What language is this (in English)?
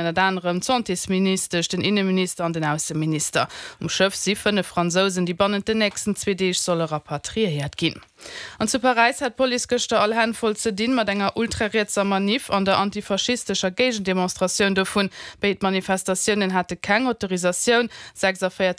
Luxembourgish